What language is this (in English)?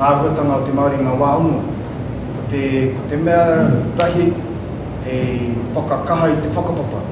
Māori